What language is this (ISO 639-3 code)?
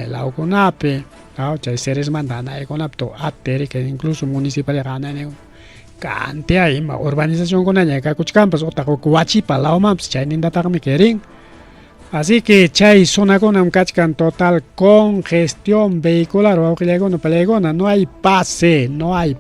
quy